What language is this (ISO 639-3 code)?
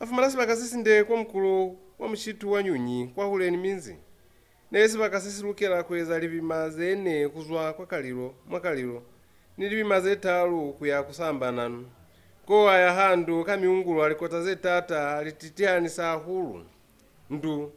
loz